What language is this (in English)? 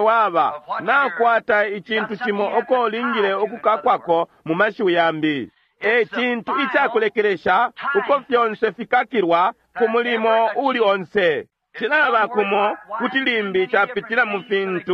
Bemba